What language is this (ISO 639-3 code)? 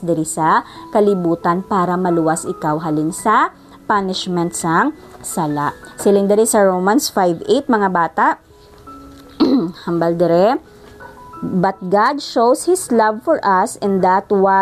hil